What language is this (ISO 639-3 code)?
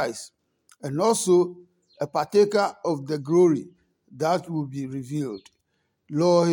ada